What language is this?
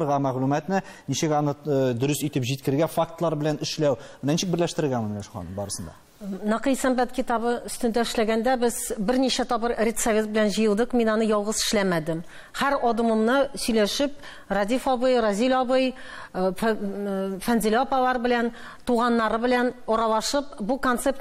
Tatar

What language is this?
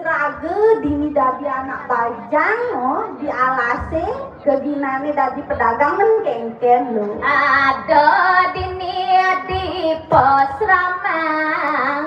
Balinese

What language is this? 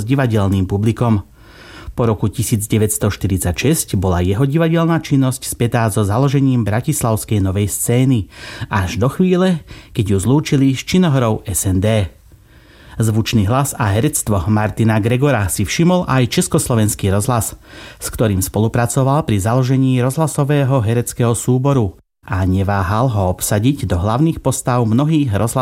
Slovak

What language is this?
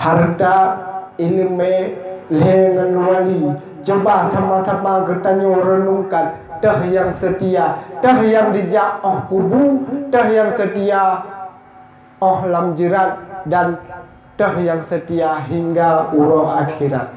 Achinese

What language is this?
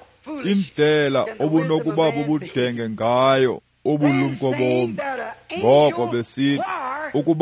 Xhosa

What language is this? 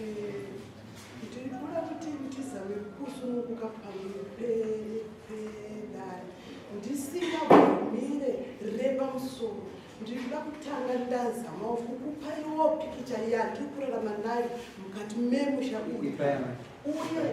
Shona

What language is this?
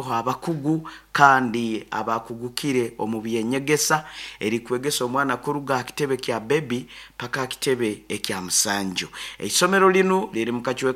Nyoro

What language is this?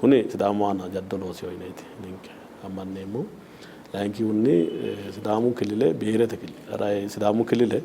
Sidamo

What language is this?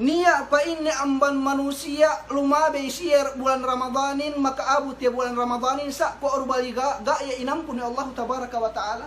Yakan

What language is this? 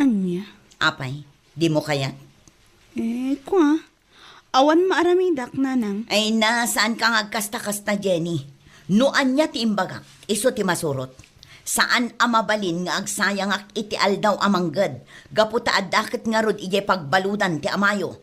Iloko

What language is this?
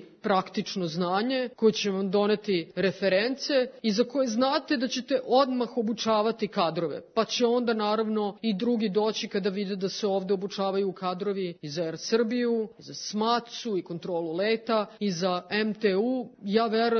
Serbian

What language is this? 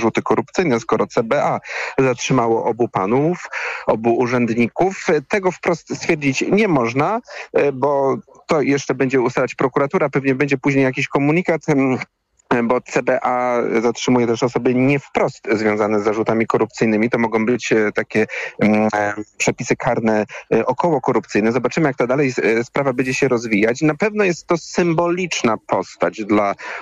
Polish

